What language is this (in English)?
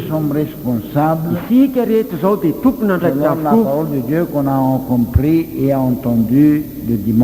Malagasy